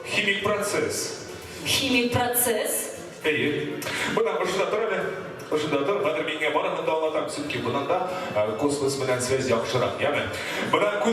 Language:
Bashkir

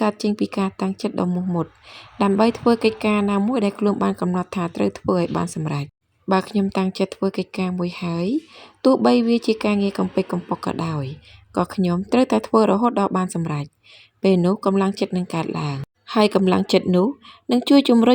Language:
Khmer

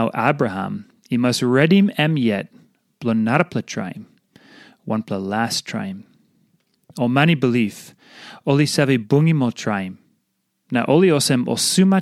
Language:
Tok Pisin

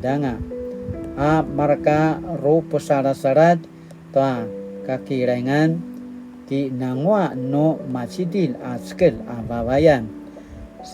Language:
Paiwan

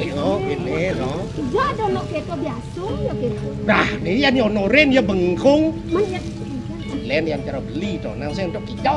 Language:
Balinese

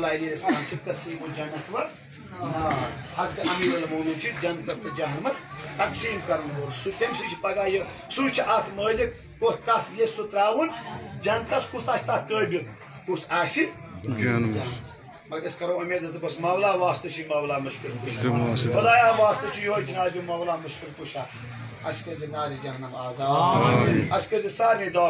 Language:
Kashmiri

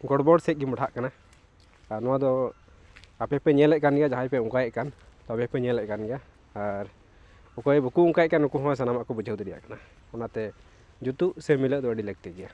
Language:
Santali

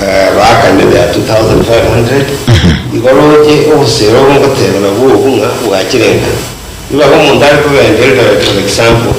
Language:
Gusii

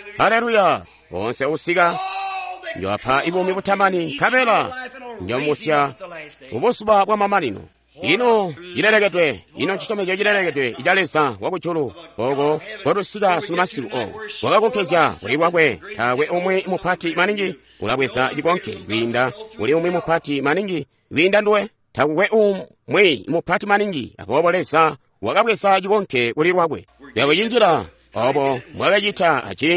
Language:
Tonga (Zambia)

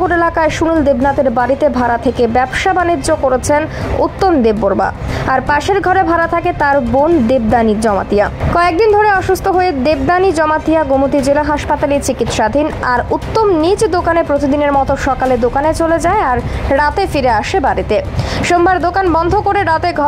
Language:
Bangla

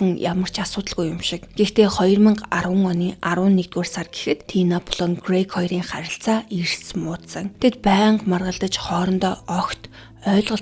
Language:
Mongolian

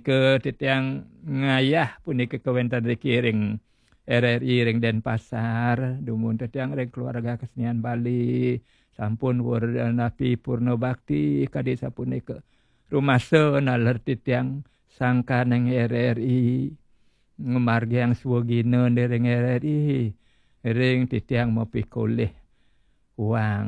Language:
Balinese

